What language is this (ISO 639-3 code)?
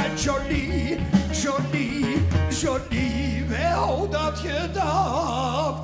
lim